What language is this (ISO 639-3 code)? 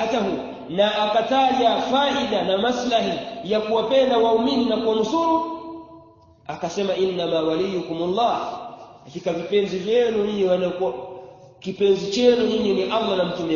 swa